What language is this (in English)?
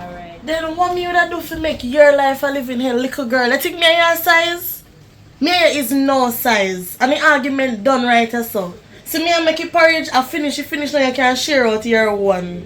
Jamaican Creole English